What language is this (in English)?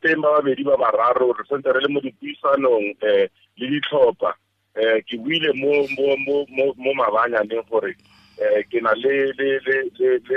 Tswana